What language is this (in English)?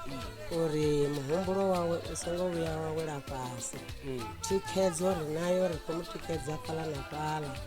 Venda